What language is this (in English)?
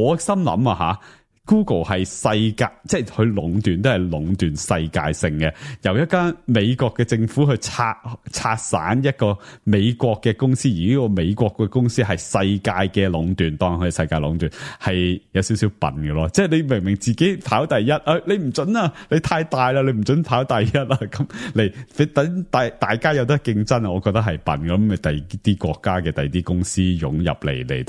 Cantonese